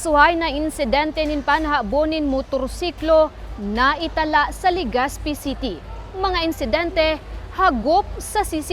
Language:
Bikol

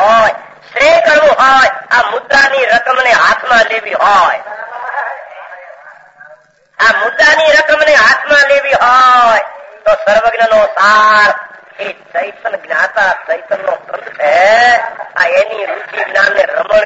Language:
Gujarati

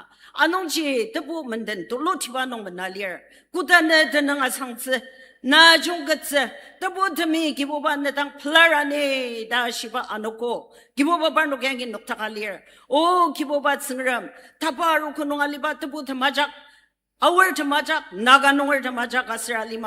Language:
Ao Naga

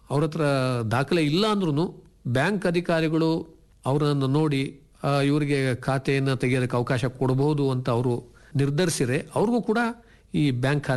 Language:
Kannada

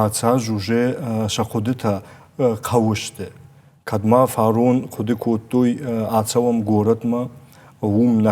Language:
Ossetic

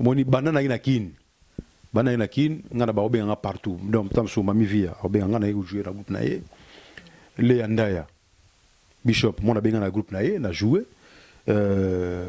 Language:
Lingala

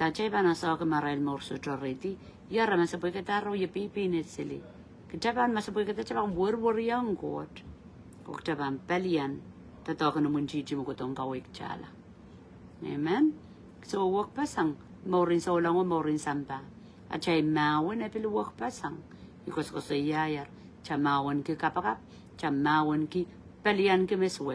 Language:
Pohnpeian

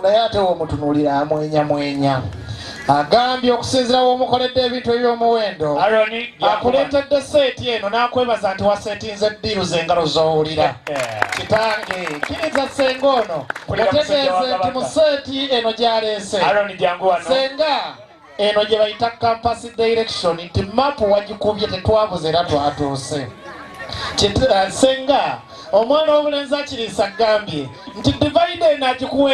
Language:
Ganda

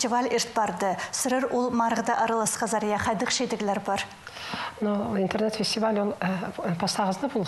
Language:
Khakas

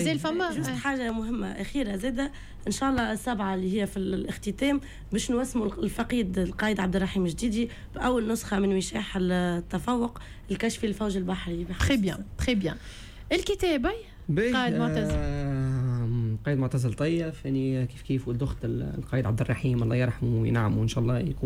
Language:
Tunisian Arabic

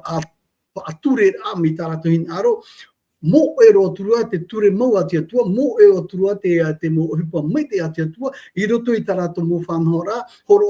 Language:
Tahitian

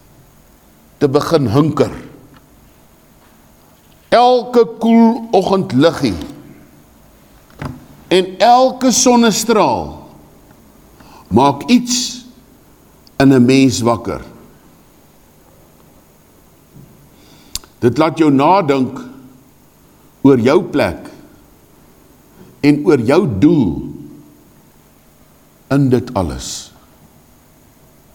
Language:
Afrikaans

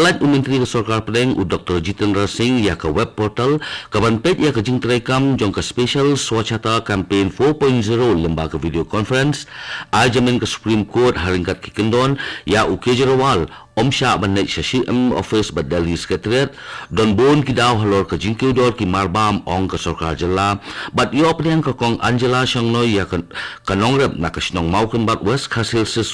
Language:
Khasi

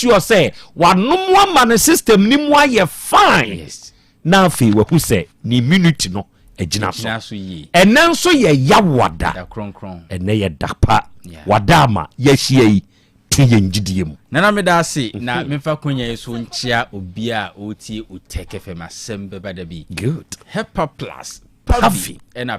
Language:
Akan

